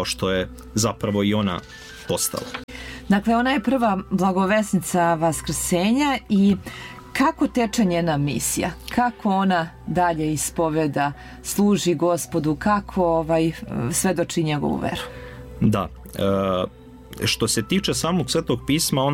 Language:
Serbian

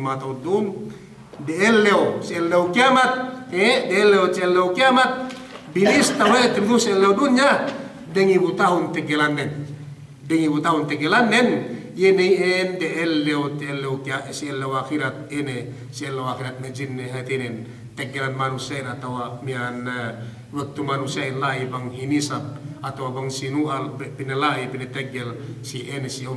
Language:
Yakan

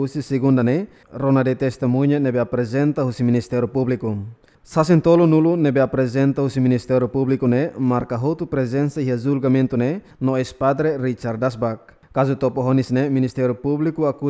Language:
Tetum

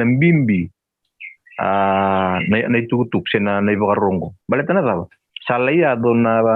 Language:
Fijian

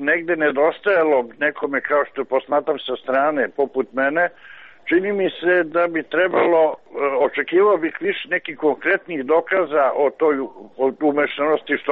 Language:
Serbian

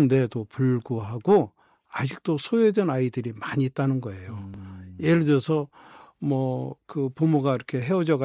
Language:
Korean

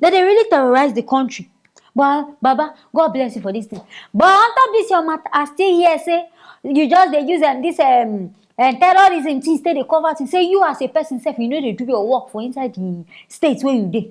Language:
Nigerian Pidgin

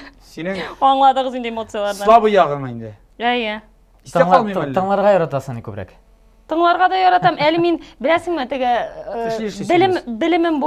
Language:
Tatar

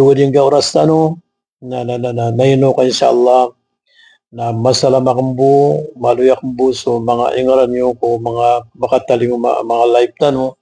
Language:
Maranao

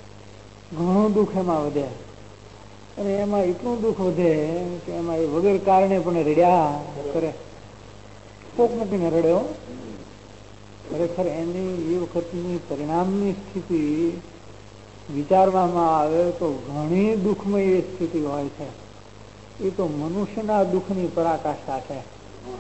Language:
Gujarati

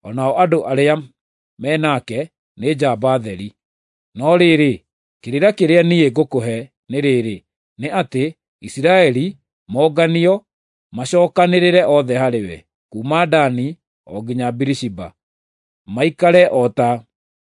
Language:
Kikuyu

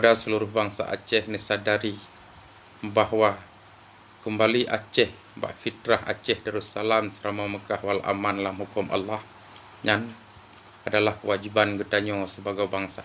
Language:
Achinese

